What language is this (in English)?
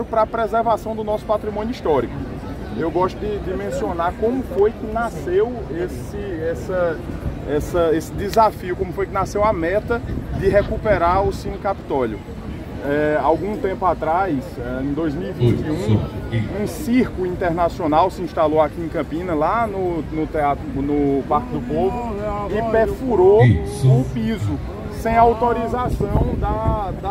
Portuguese